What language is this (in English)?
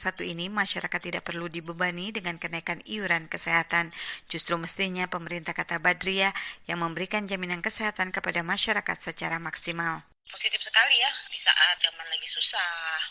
Indonesian